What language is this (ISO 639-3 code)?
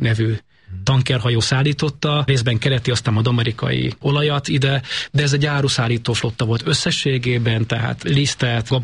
hun